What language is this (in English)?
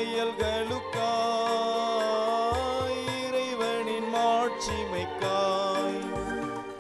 Tamil